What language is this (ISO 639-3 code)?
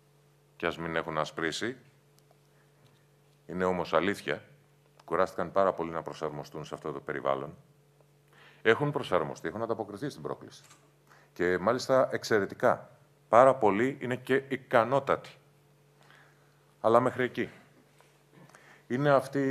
ell